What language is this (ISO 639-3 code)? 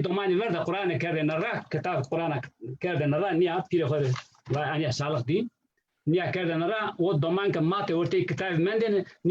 zza